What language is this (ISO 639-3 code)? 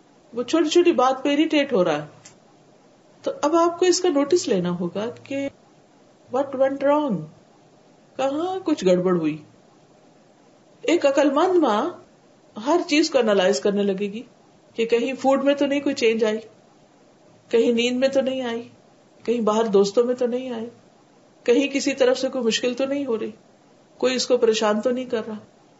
urd